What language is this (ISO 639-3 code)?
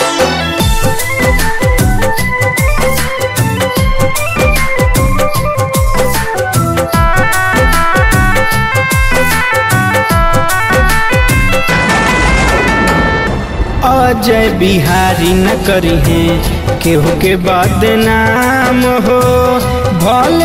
bho